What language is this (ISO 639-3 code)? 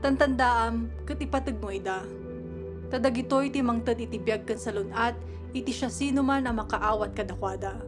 ilo